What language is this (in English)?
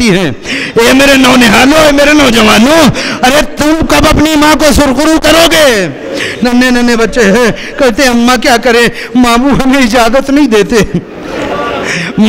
Urdu